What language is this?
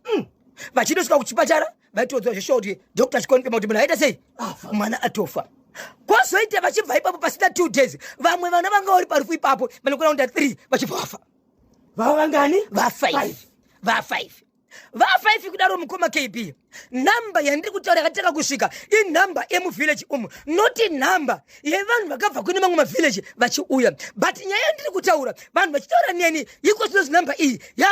Shona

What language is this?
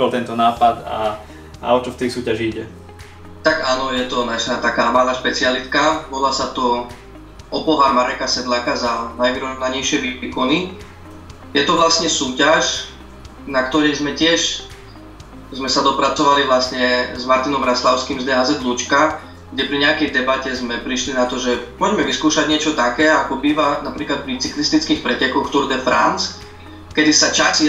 Slovak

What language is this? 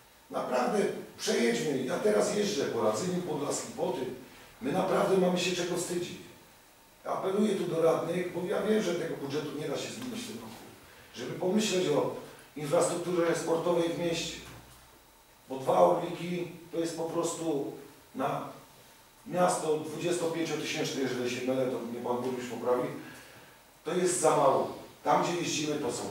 Polish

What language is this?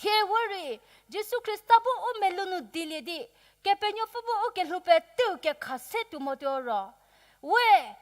Angami Naga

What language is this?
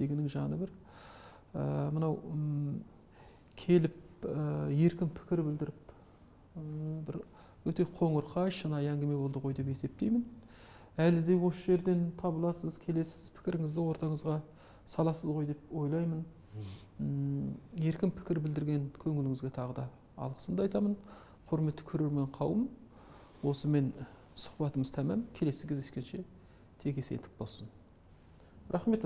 Kazakh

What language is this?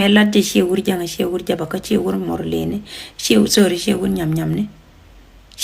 Nuer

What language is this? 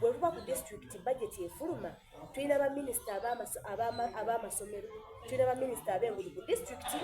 Soga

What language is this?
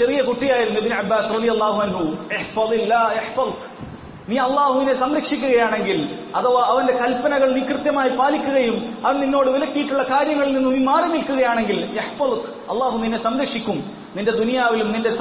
Malayalam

